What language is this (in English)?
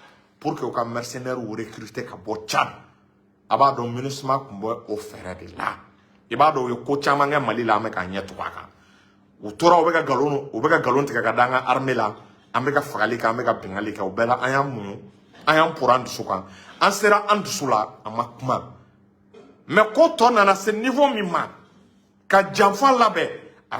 Bambara